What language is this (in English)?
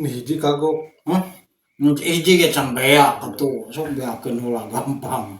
Sundanese